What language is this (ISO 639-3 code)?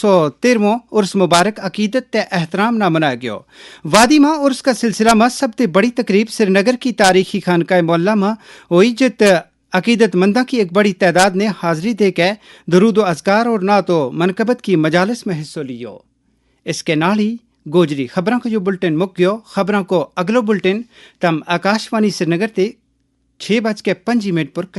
gju